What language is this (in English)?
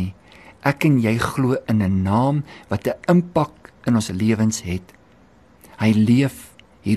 Afrikaans